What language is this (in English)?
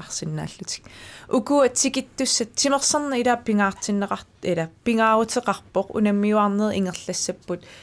Kalaallisut